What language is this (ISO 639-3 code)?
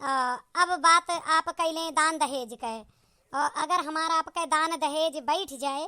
awa